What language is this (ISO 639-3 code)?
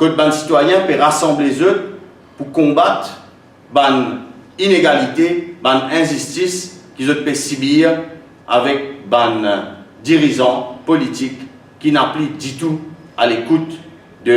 mfe